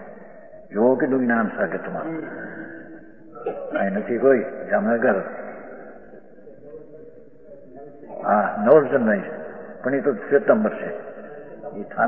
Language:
Gujarati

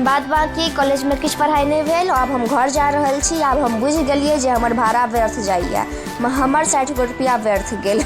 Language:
Maithili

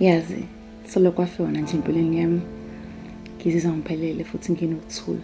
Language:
Zulu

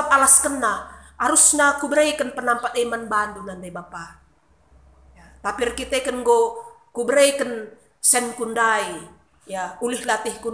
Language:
Batak Karo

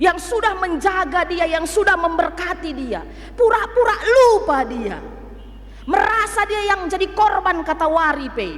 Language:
Batak Karo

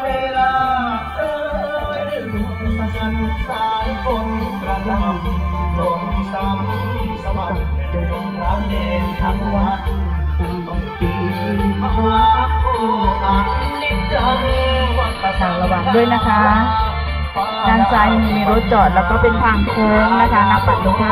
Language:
Thai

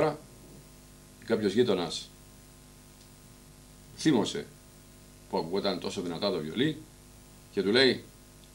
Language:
Greek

